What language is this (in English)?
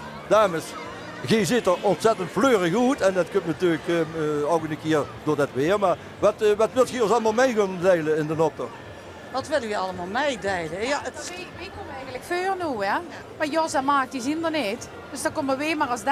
Limburgish